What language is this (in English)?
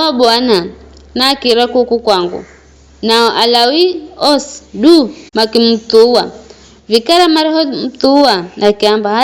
Giryama